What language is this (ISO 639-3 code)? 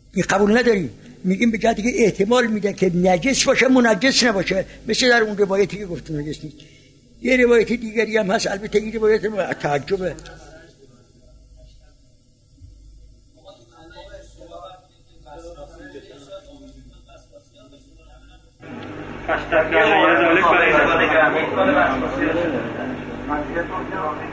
fas